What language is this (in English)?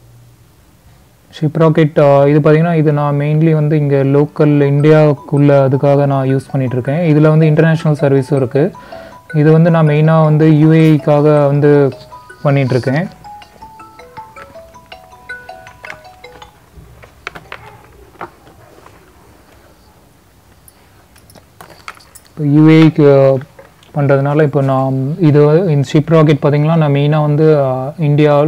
Tamil